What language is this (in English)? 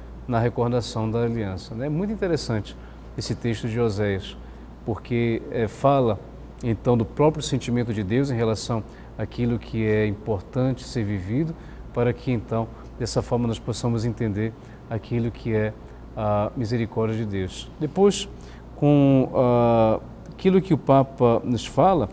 Portuguese